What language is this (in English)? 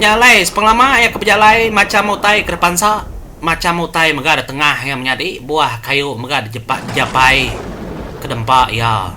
Iban